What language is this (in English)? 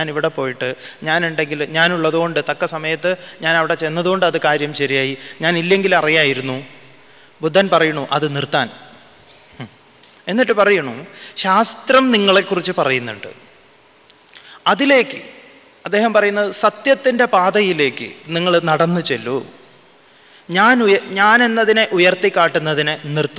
Malayalam